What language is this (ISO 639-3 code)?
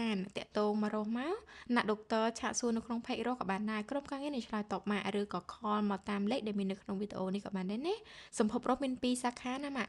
khm